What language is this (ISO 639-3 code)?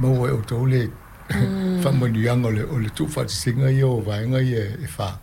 smo